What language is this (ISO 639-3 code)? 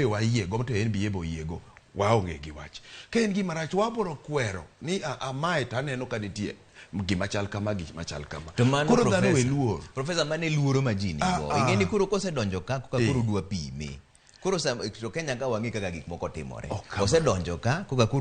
luo